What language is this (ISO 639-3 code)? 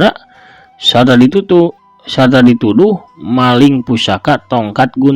sun